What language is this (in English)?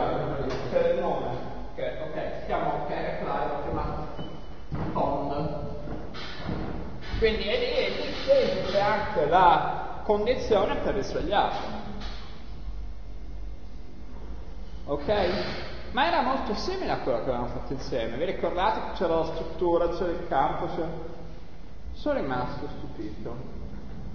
Italian